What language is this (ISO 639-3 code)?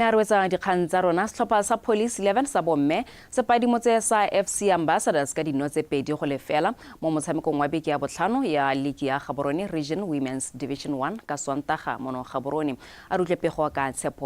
tsn